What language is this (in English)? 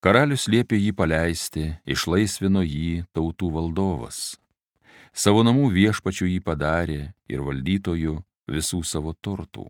Lithuanian